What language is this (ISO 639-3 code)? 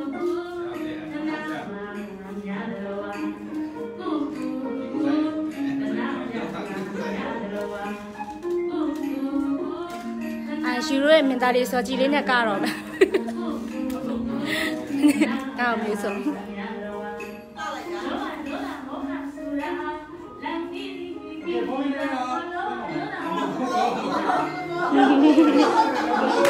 mya